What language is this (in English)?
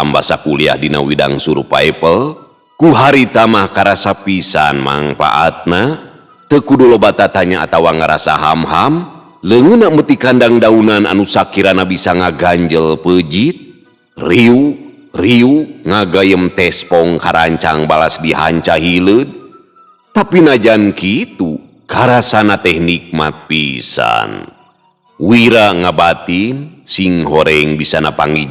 Sundanese